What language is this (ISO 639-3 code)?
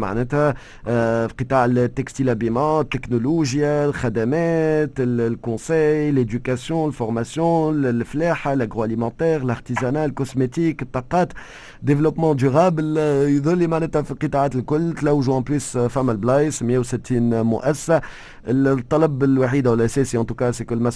aeb